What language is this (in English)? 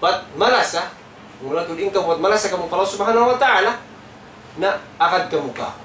Tausug